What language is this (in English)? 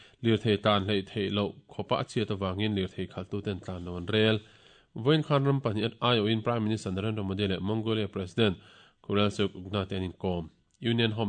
Mizo